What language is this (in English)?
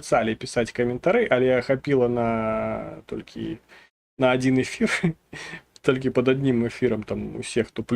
Belarusian